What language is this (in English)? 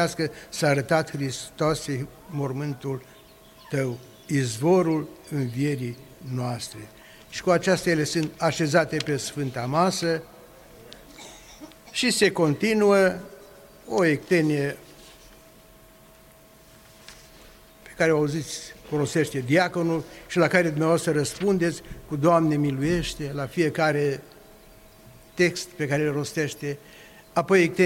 Romanian